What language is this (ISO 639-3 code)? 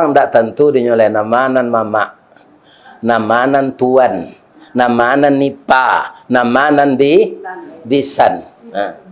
min